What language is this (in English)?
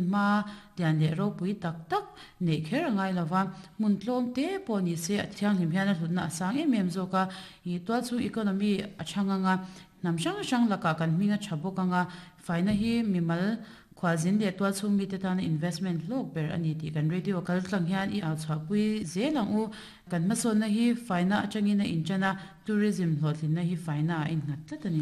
Mizo